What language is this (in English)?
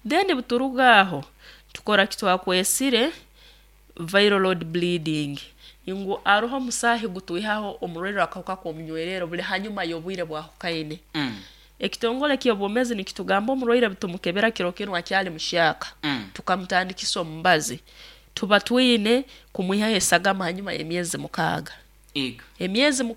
Nyankole